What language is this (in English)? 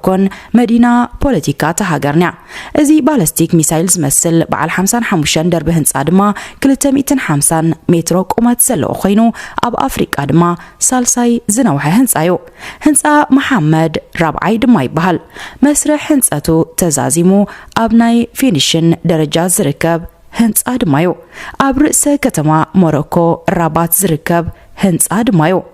Tigrinya